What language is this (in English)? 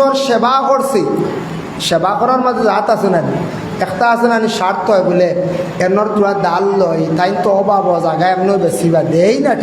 Sylheti